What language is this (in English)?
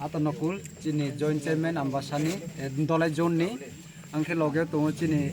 Kok Borok